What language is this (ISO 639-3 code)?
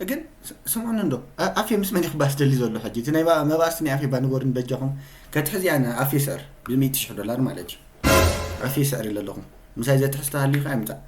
tir